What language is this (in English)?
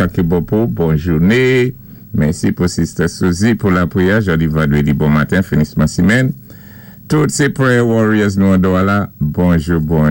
Saint Lucian Creole French